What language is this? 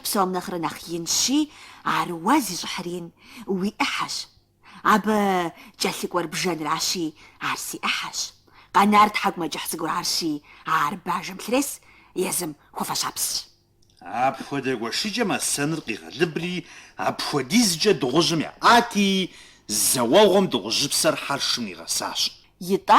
Kabardian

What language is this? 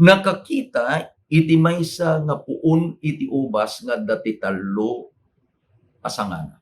Iloko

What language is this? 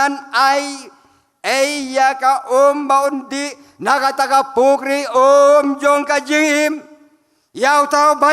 Khasi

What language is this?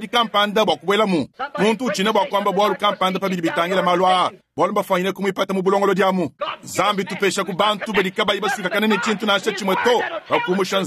Luba-Lulua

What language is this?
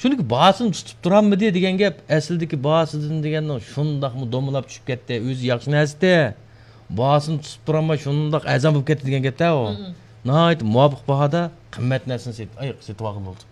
Uyghur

